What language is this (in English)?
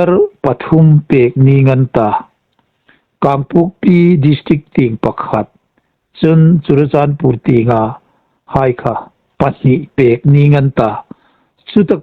Hmar